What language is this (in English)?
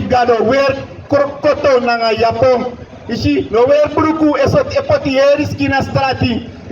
Sranan Tongo